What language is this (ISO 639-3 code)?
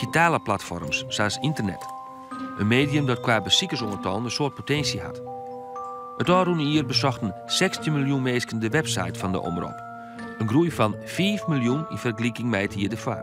fry